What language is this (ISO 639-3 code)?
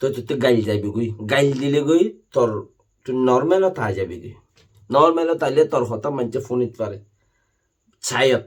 rhg